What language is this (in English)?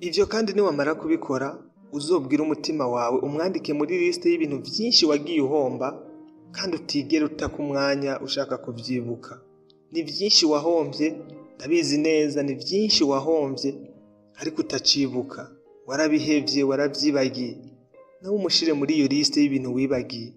Rundi